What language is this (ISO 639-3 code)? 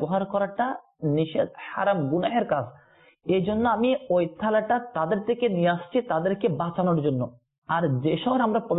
ben